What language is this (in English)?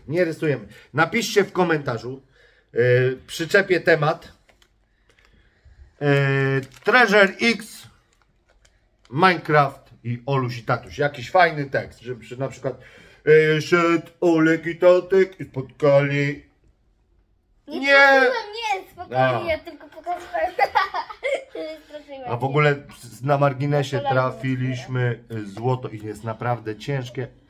Polish